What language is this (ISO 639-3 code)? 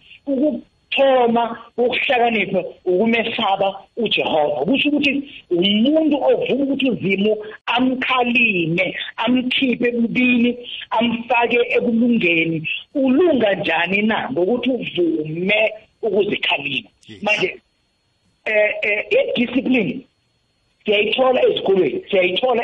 nbl